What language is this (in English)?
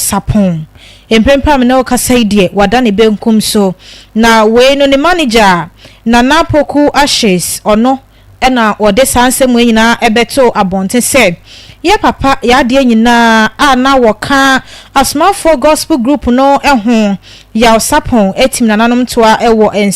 Akan